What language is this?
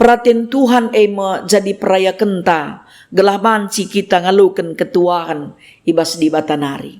Batak Karo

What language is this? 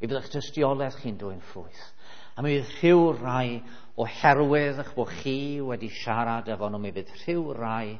Welsh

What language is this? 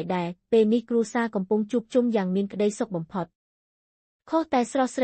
Khmer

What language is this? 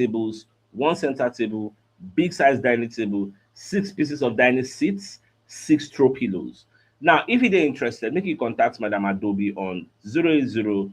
Nigerian Pidgin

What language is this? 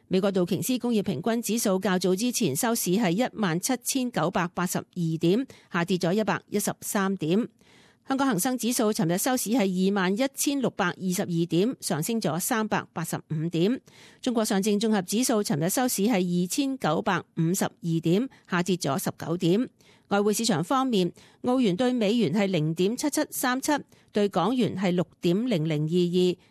Cantonese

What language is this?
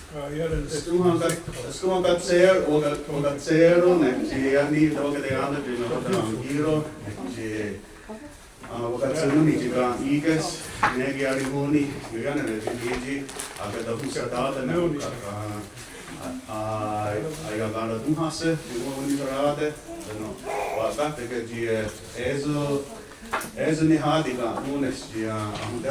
Mohawk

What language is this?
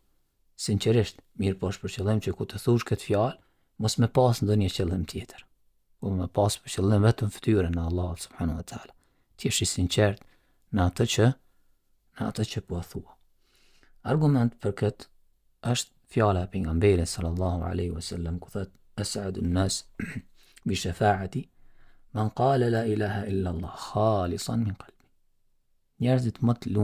Albanian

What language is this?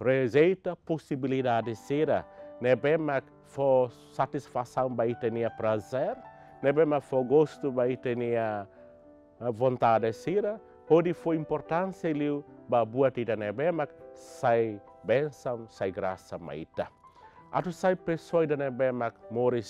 Tetum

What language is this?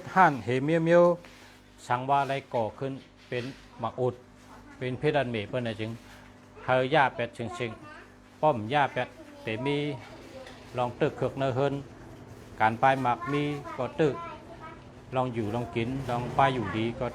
Shan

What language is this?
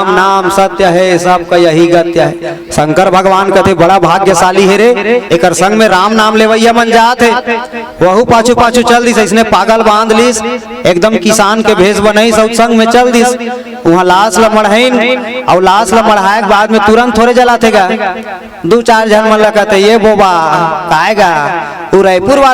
Chhattisgarhi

